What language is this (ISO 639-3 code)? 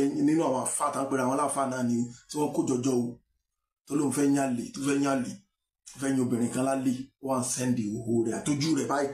yor